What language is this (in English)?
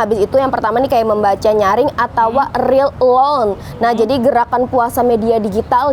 Banjar